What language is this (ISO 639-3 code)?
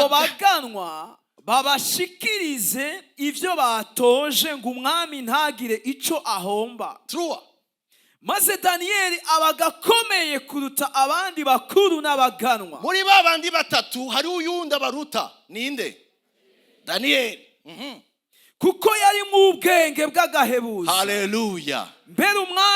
run